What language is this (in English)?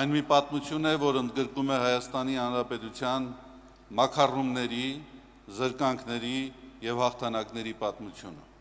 Armenian